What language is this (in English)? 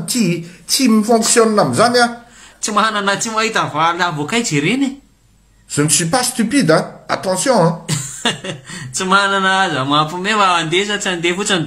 Malagasy